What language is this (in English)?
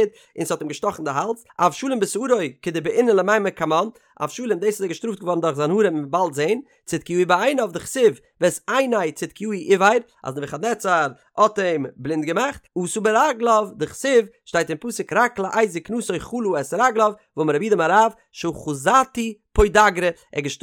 Yiddish